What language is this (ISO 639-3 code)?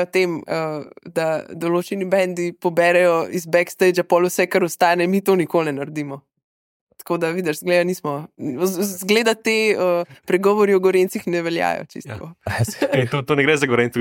slv